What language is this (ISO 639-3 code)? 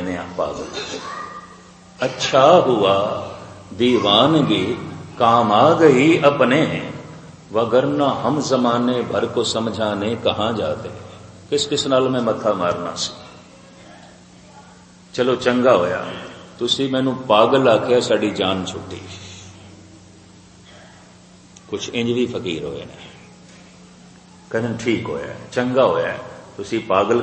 pan